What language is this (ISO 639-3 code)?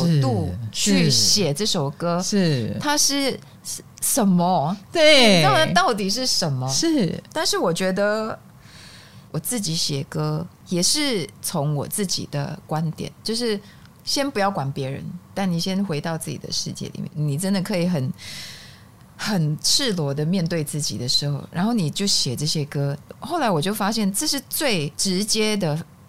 zho